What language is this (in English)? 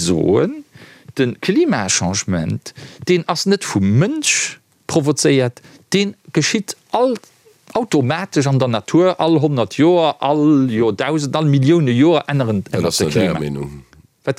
Luxembourgish